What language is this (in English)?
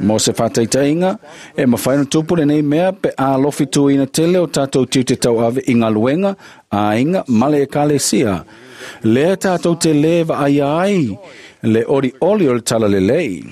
Samoan